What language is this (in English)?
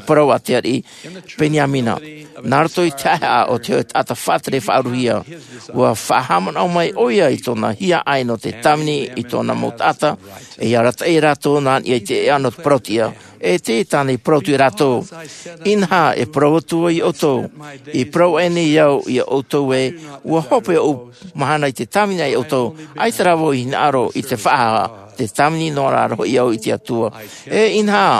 Tahitian